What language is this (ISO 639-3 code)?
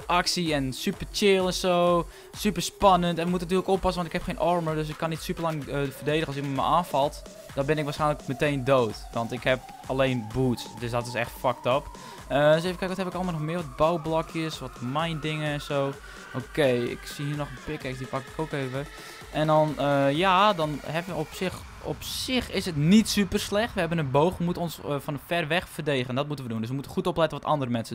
nld